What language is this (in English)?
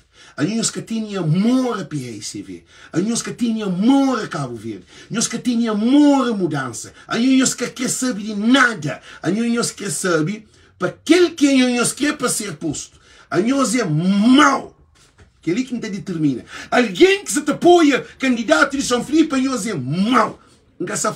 Kabuverdianu